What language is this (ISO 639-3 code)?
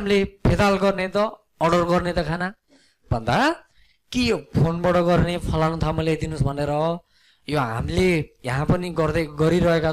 nep